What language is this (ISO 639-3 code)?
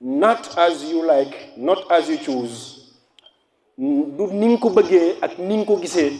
wol